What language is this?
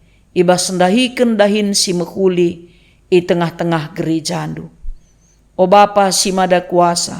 Batak Karo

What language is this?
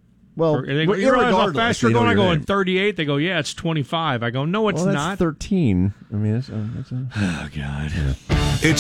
English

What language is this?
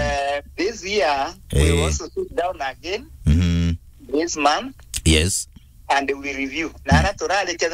Meru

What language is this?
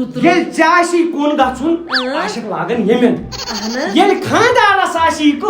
Kashmiri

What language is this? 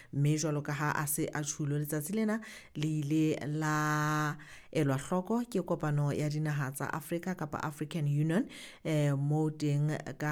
Southern Sotho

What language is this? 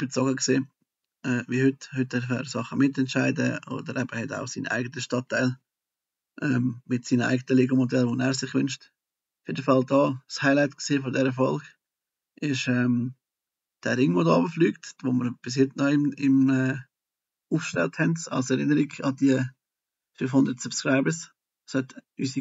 Swiss German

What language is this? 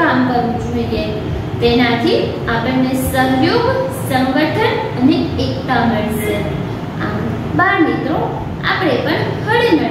Gujarati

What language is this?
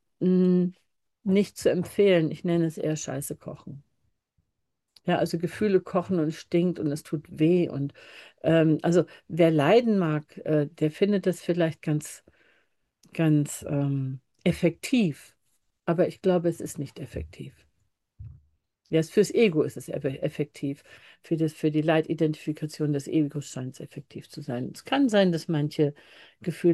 German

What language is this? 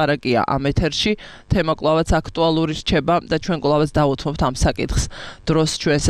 Georgian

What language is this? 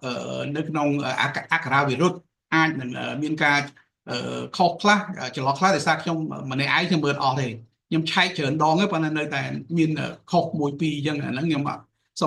Khmer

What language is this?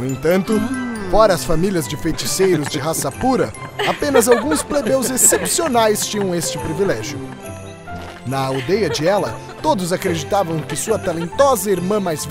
Portuguese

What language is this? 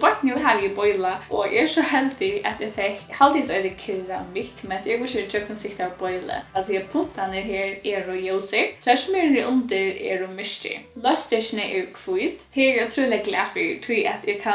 Faroese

